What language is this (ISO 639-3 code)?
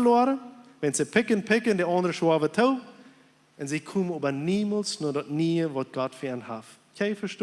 pdt